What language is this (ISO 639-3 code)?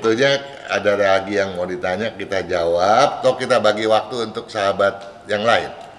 ind